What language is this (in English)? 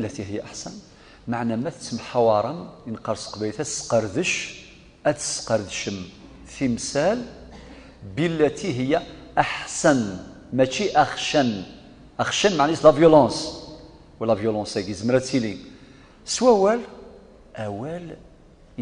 Kabyle